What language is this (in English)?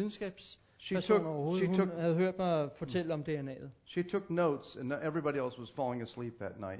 Danish